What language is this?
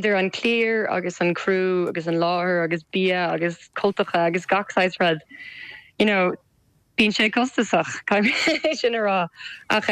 Irish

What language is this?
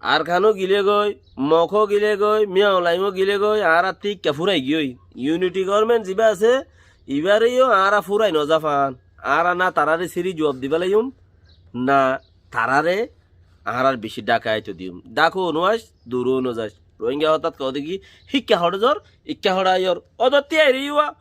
Rohingya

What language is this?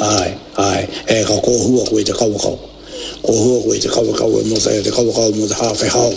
Māori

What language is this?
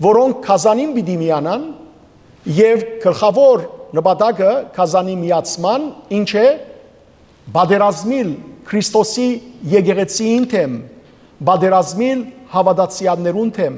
Western Armenian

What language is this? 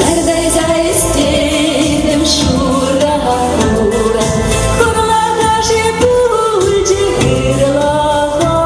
Chuvash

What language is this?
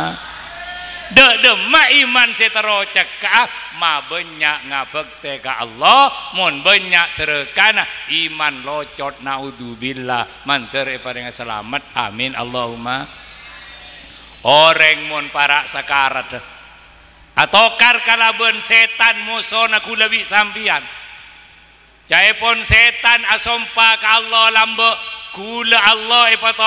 Madurese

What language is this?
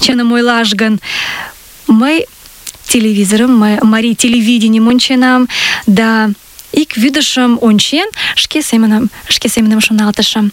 Mari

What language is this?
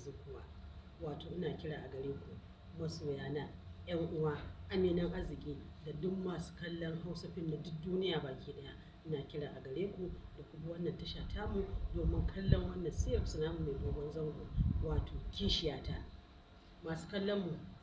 Hausa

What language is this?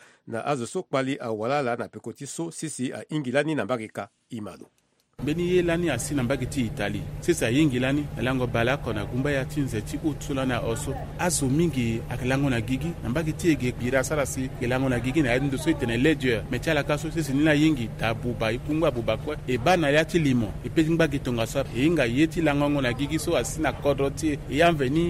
Sango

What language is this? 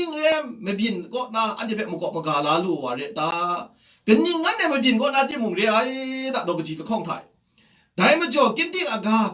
Kachin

